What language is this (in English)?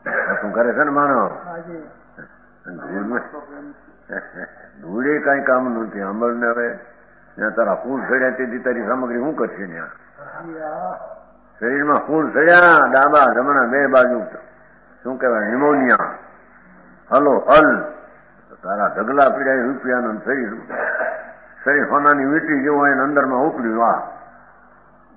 Gujarati